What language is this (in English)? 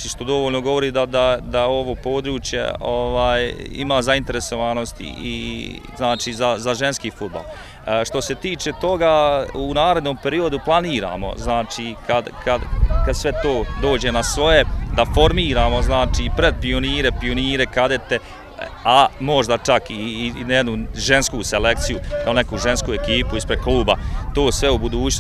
Bosnian